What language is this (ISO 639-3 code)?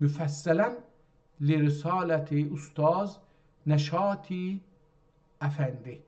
azb